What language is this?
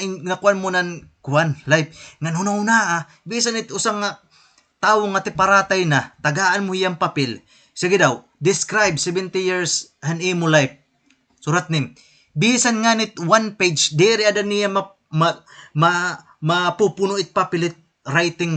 Waray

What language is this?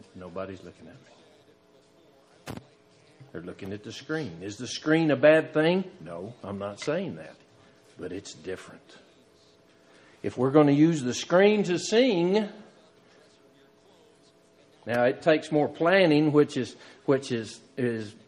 English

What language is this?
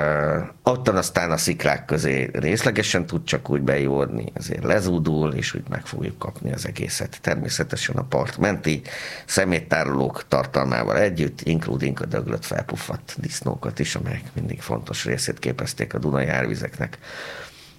Hungarian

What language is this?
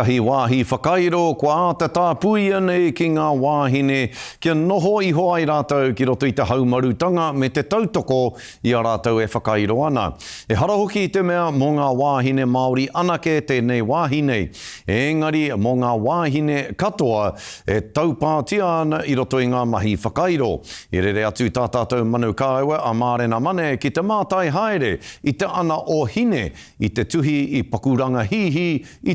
Māori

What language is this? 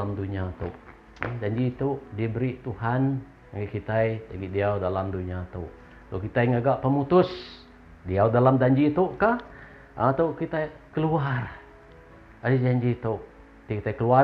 Iban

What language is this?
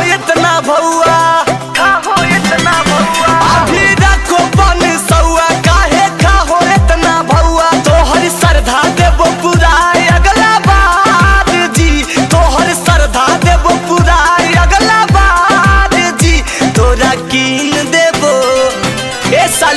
Magahi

